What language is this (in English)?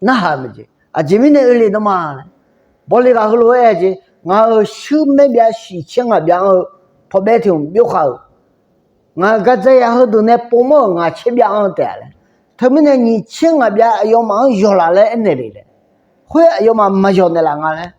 Akha